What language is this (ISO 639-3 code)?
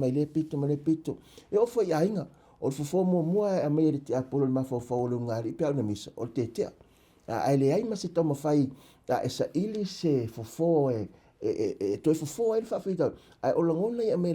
smo